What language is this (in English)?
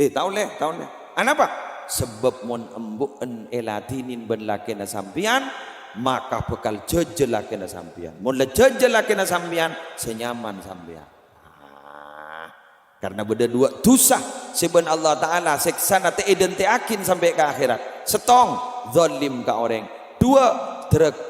Madurese